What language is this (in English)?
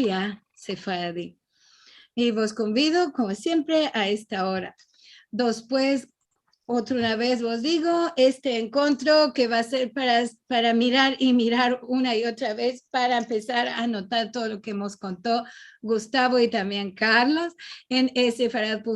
Ladino